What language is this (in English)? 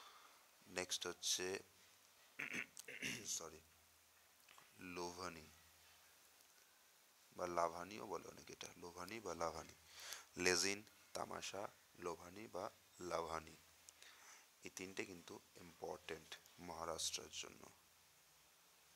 Bangla